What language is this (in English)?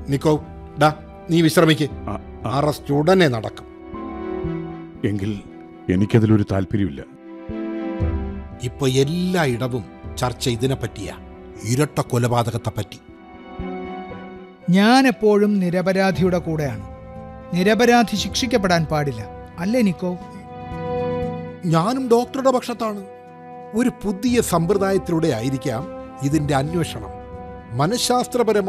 Malayalam